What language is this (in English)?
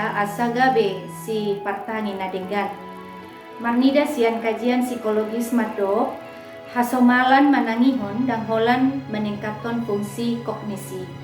Batak Toba